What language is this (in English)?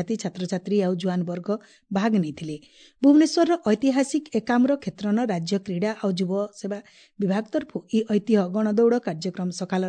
Odia